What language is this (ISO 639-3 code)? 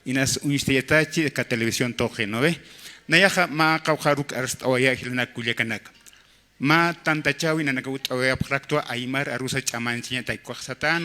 aym